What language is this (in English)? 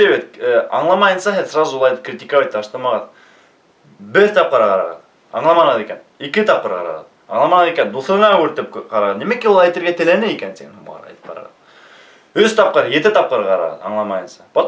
Bashkir